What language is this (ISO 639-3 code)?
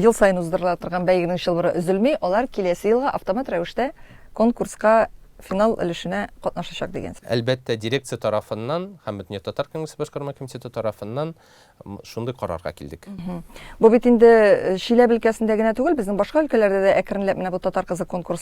tat